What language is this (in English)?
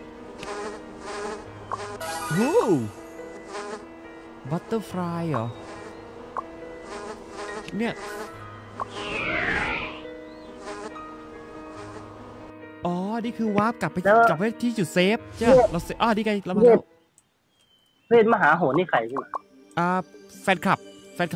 Thai